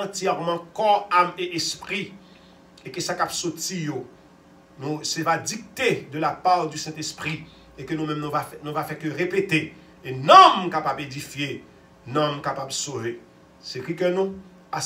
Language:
French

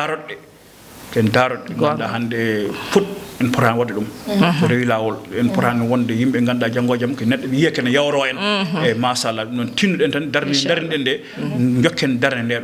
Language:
Fula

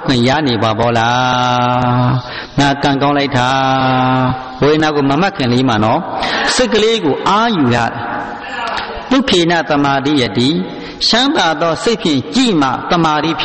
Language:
Burmese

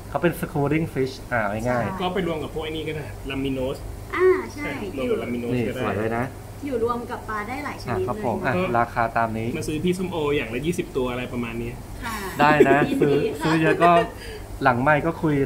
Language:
Thai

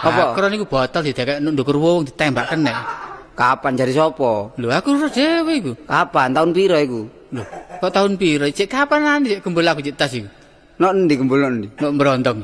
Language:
Javanese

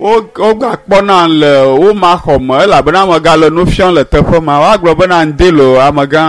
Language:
Ewe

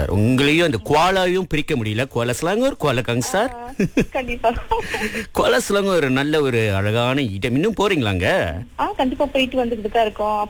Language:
Tamil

